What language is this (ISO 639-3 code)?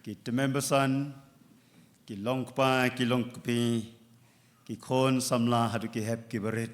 kha